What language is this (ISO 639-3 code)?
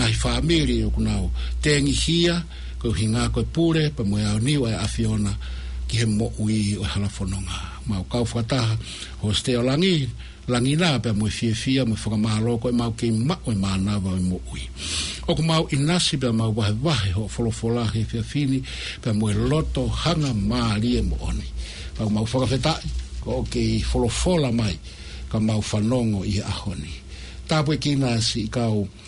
ton